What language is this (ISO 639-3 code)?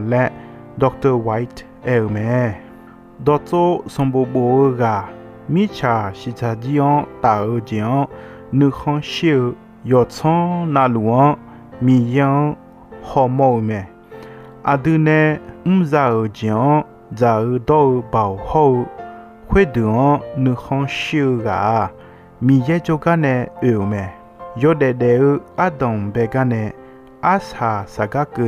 ahk